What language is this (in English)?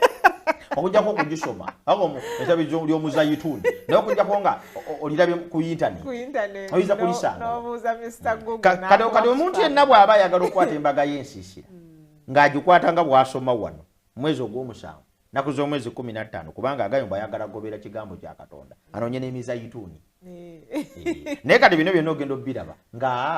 Ganda